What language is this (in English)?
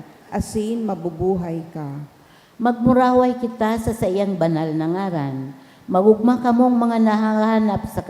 Bikol